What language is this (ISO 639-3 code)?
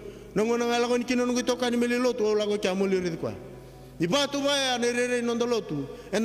fij